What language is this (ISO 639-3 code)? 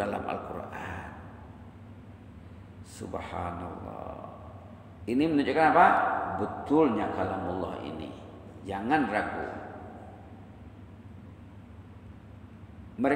msa